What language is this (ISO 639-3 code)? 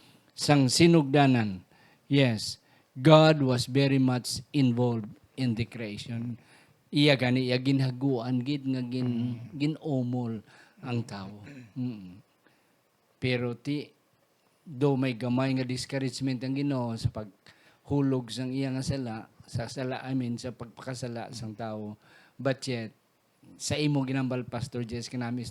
hil